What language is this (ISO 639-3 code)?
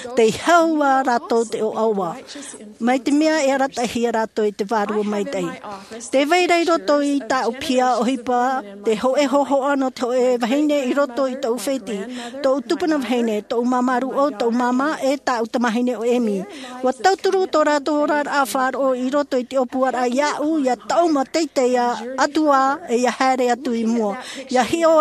tah